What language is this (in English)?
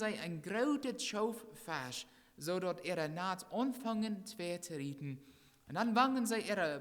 Plautdietsch